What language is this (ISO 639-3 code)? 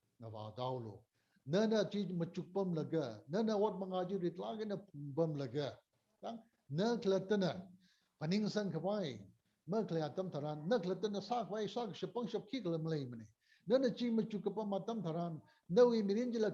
nmf